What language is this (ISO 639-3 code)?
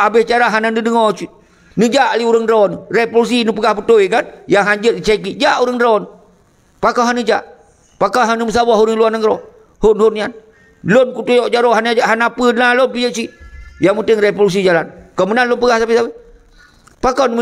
ace